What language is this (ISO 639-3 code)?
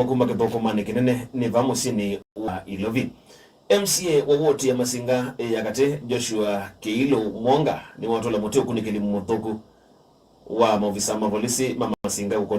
kam